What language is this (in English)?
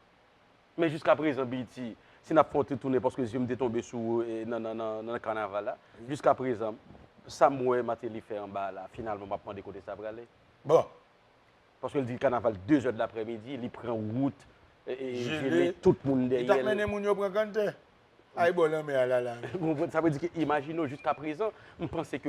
Haitian Creole